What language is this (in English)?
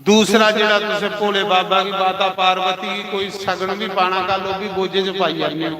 Dogri